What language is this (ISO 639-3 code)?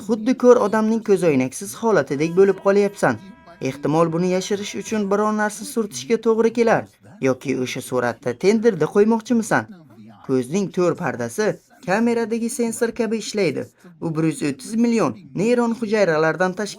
uzb